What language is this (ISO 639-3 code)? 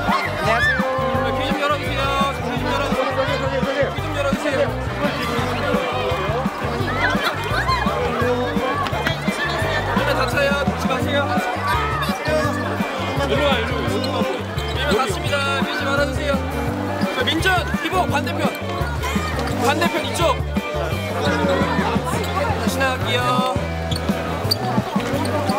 kor